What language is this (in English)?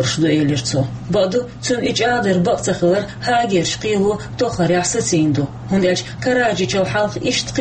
Chechen